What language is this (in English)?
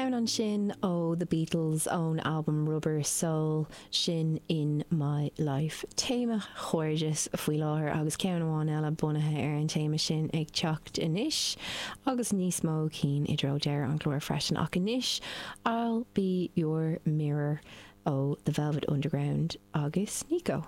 Irish